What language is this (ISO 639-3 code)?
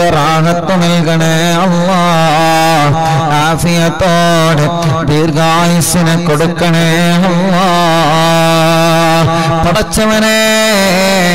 mal